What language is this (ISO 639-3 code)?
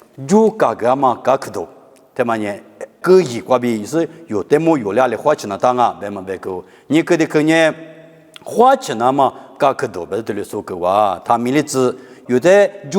lis